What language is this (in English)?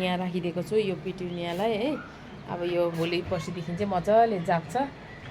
Nepali